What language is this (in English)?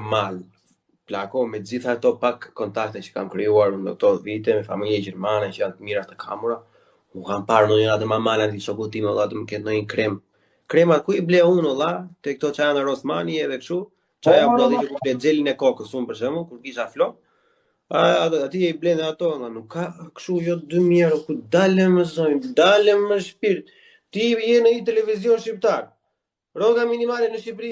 Albanian